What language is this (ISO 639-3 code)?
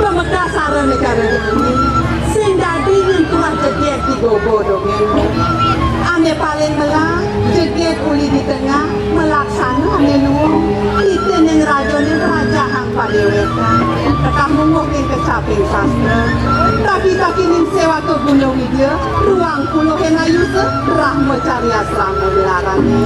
ban